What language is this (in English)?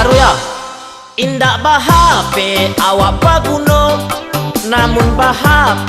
Minangkabau